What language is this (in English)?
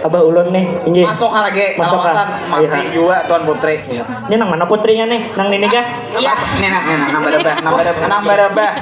Banjar